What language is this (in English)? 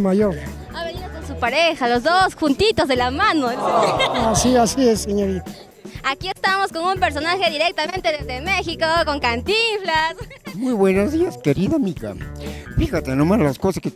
Spanish